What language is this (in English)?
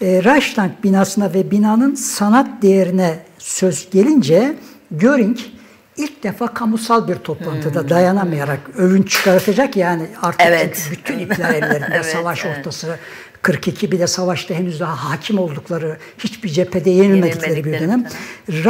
Turkish